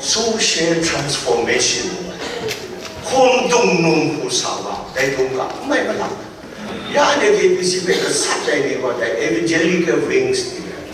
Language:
Kachin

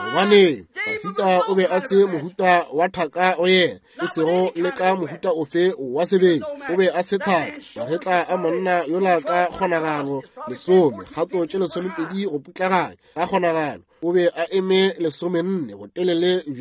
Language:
Northern Sotho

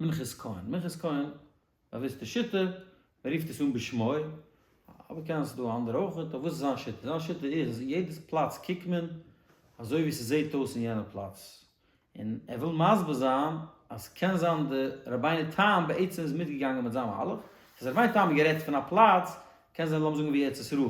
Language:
Yiddish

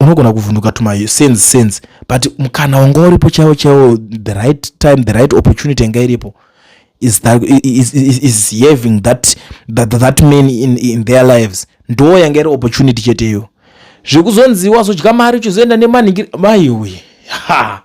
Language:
Shona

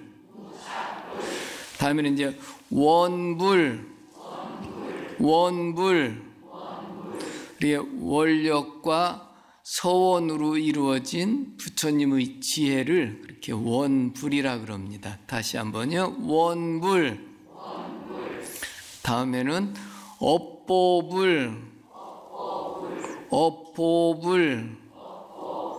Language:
Korean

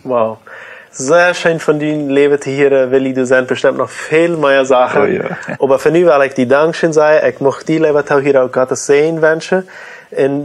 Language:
Plautdietsch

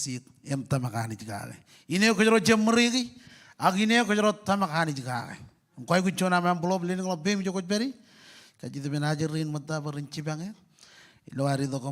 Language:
Marshallese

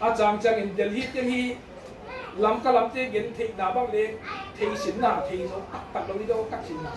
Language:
Tedim Chin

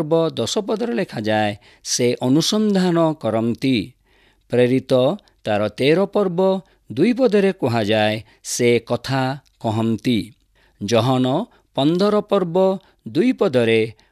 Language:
Odia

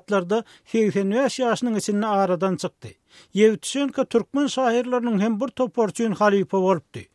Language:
Turkmen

